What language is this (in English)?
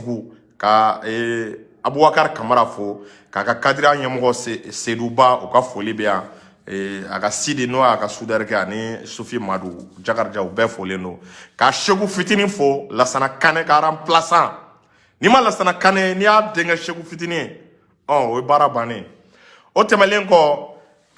Bambara